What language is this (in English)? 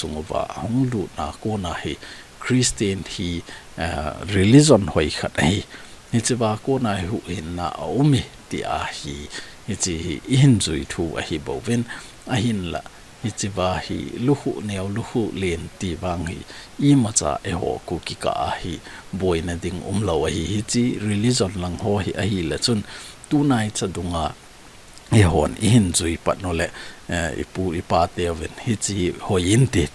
Thado Chin